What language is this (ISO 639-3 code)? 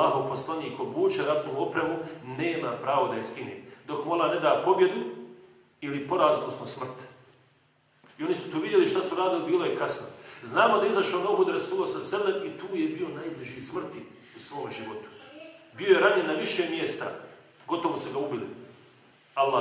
bos